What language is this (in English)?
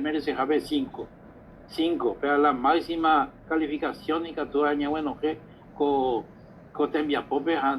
Guarani